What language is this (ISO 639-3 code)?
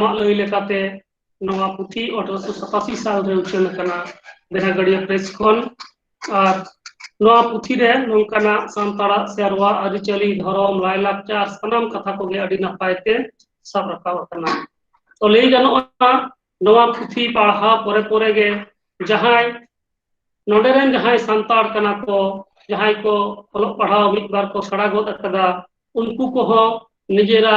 sat